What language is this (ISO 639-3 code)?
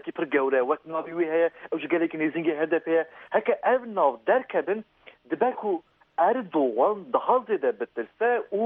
kur